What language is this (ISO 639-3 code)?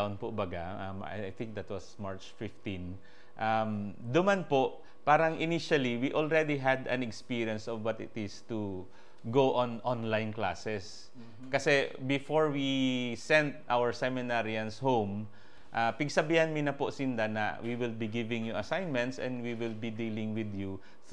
bik